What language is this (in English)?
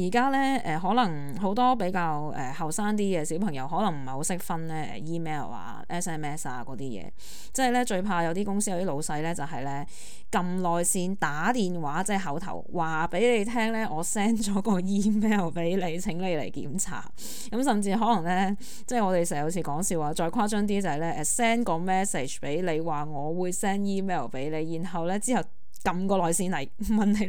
Cantonese